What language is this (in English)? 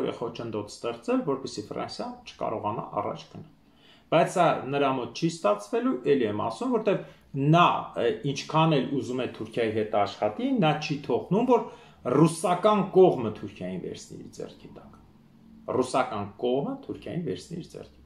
Armenian